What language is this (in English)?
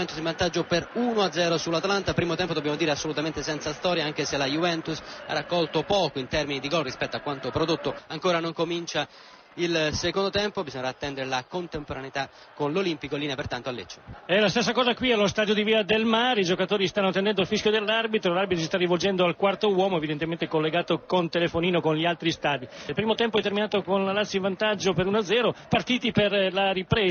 Italian